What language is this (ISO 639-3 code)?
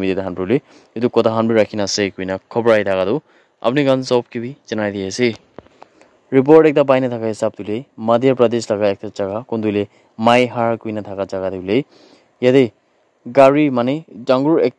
nag